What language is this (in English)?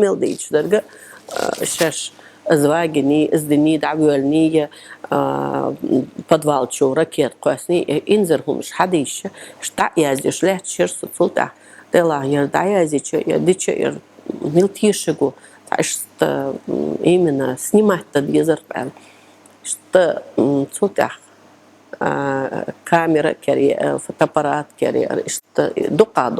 Chechen